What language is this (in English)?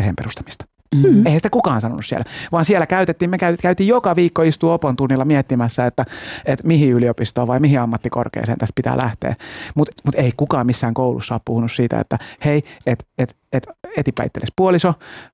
Finnish